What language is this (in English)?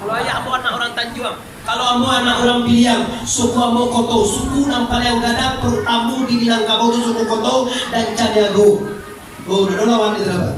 Minangkabau